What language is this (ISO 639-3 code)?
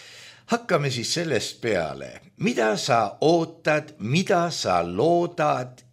est